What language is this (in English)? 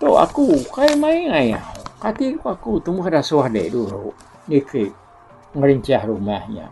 Iban